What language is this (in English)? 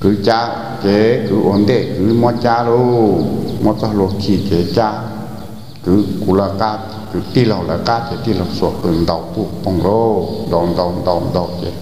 Hmong